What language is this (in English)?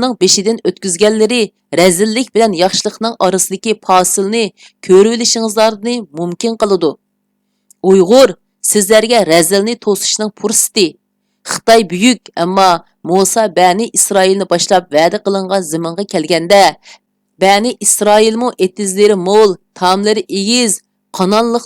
Uyghur